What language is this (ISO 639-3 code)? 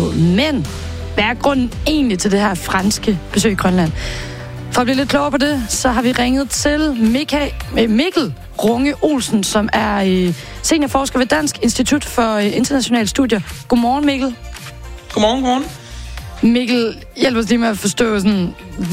dan